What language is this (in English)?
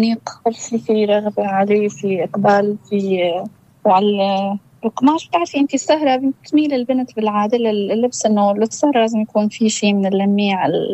North Levantine Arabic